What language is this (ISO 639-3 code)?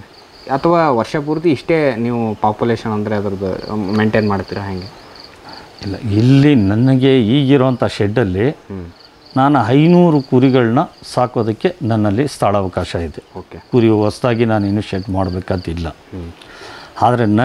kan